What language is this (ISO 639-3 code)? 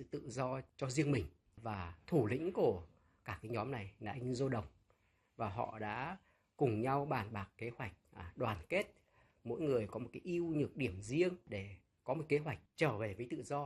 vie